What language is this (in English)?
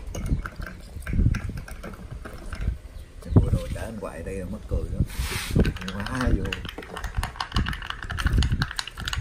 Vietnamese